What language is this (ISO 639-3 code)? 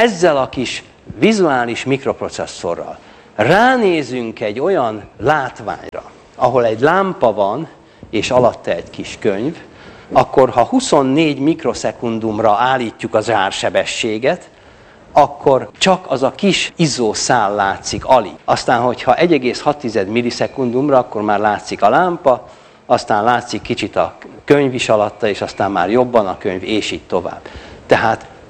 hun